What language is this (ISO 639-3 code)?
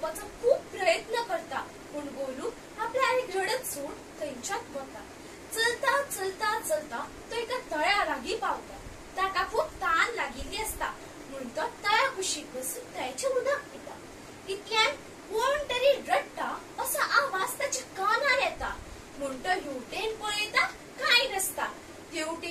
kok